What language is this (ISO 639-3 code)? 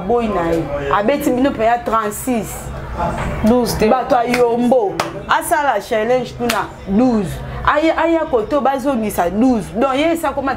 lin